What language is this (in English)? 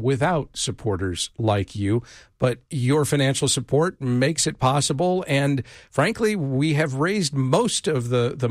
English